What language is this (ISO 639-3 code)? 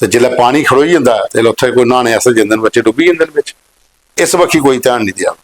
doi